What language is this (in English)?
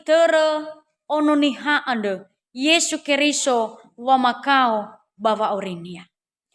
Nias